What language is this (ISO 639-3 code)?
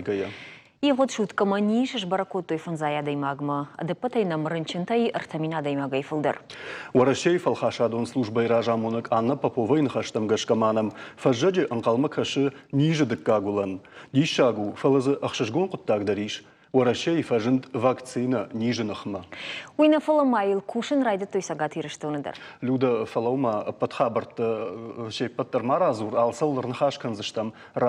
oss